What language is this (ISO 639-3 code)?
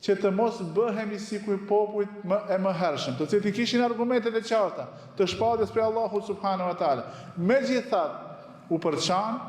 sqi